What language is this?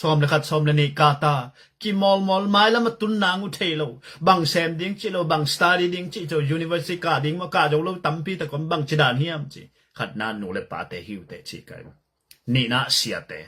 Tedim Chin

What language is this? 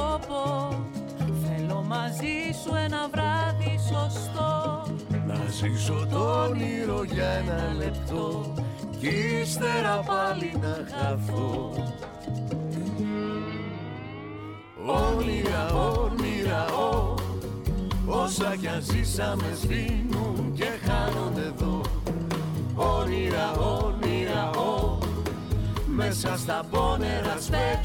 Greek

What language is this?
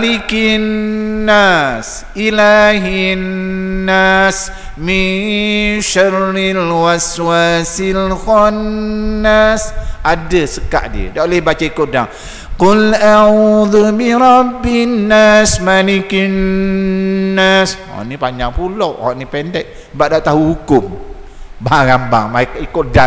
Malay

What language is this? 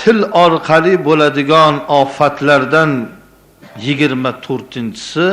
Uzbek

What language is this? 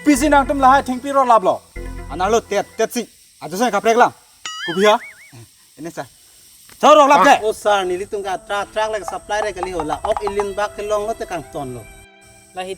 Karbi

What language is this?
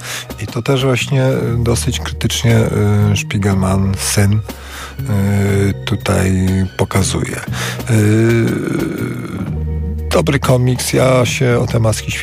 Polish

